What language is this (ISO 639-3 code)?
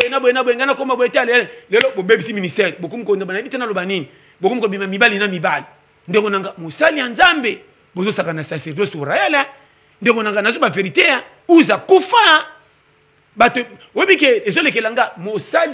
lin